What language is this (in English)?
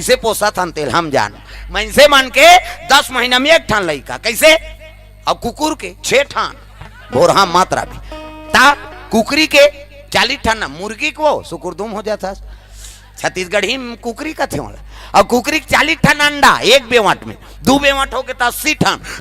Chhattisgarhi